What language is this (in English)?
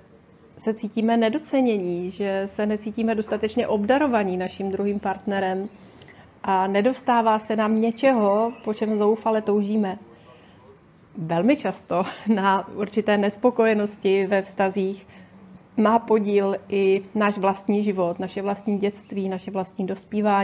Czech